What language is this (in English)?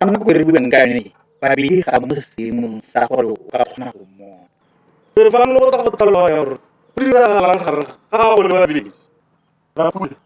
Tswana